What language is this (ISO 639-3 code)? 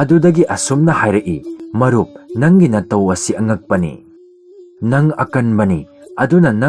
mni